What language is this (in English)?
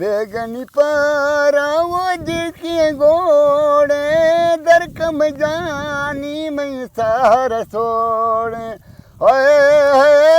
Brahui